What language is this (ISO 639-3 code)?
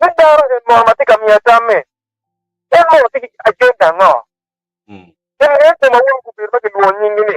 ach